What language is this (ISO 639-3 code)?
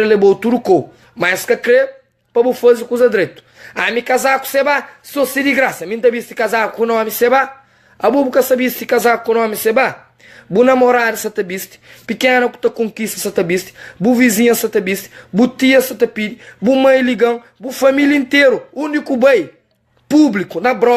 kea